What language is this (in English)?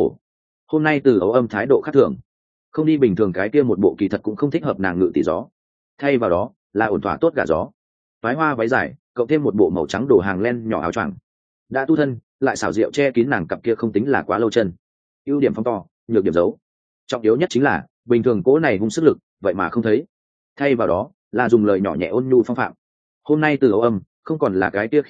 Vietnamese